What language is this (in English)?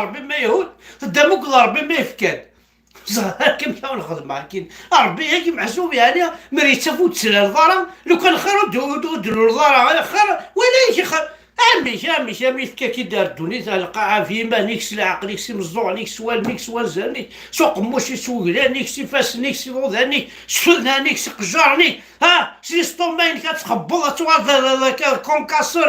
Kabyle